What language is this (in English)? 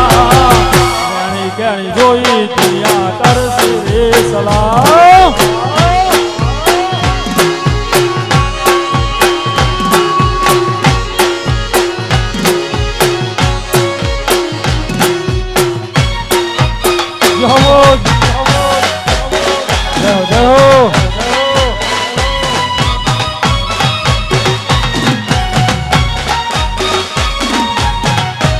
Gujarati